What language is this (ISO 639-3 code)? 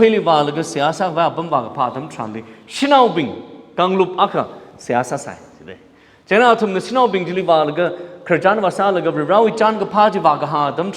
nmf